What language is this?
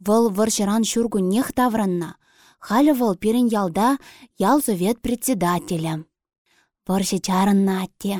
Chuvash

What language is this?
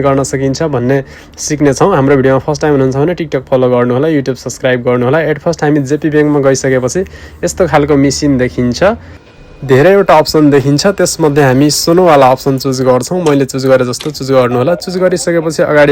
Nepali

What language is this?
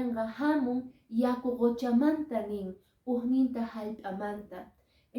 Quechua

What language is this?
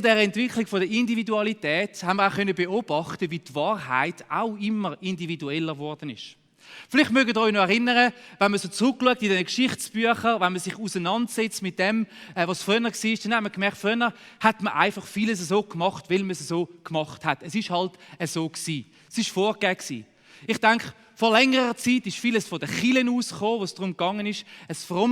Swiss German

